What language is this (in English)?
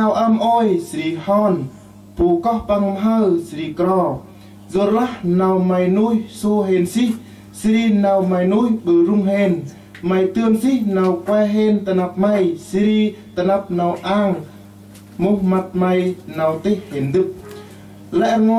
Central Mnong